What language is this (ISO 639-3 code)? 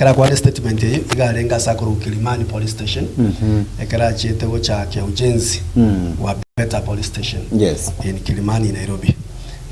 guz